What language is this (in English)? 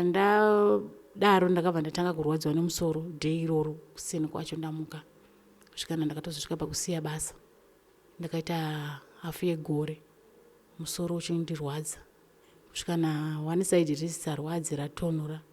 Shona